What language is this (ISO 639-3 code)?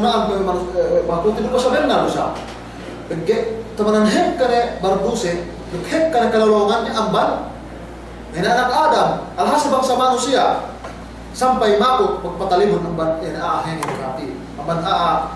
yka